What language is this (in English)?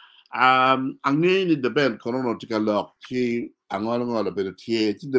Acoli